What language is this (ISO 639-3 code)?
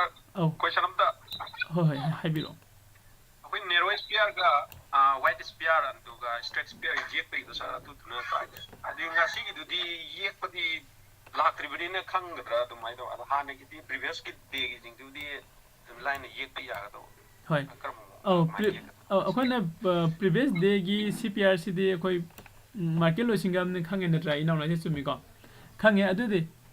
mni